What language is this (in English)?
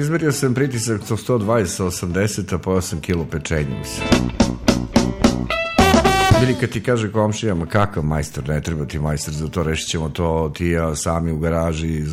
Serbian